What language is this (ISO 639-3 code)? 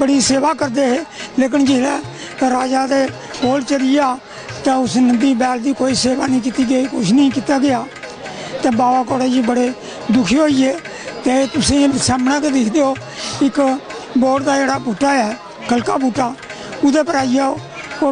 doi